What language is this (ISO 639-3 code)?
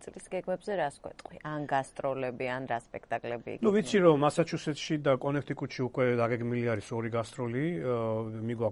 kat